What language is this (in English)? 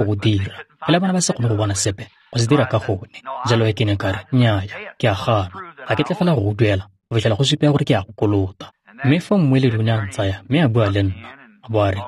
Tswana